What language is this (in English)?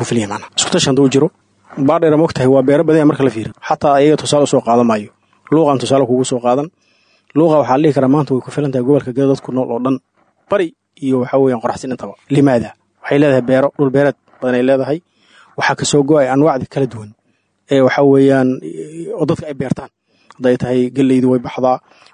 Somali